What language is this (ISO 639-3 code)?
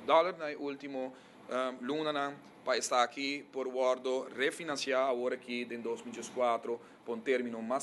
pap